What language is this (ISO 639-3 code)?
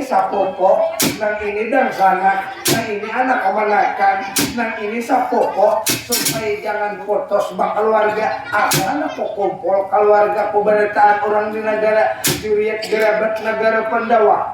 bjn